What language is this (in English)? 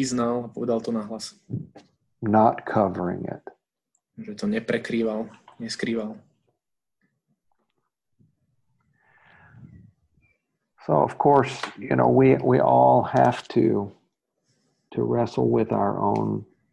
Slovak